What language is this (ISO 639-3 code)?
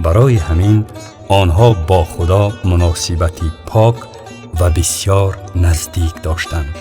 tgk